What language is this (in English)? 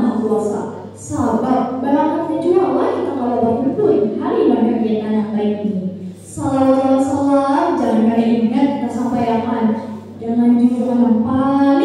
Banjar